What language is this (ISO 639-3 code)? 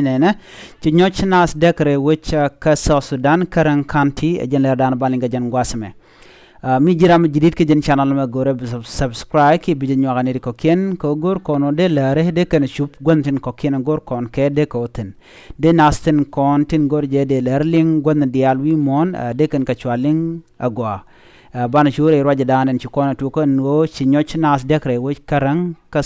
nus